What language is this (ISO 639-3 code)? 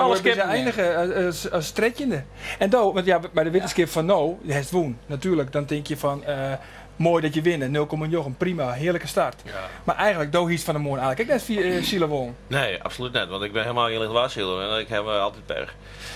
fry